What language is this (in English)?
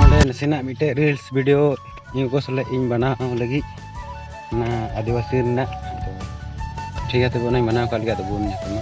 Santali